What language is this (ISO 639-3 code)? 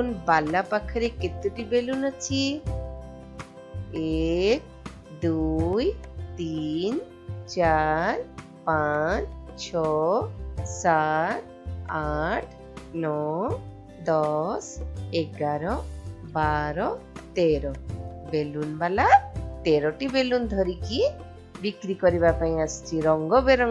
ori